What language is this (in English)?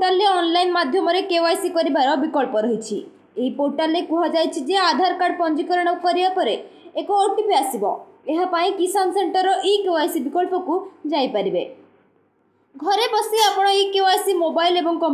Odia